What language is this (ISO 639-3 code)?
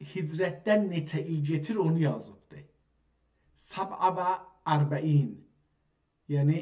azb